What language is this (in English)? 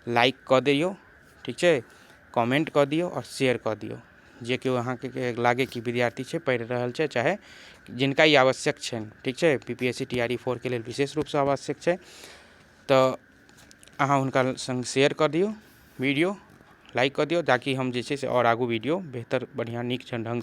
Maithili